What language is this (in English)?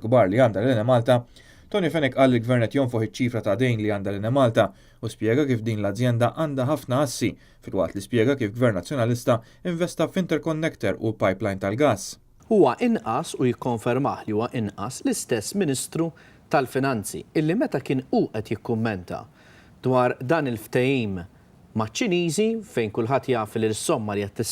Maltese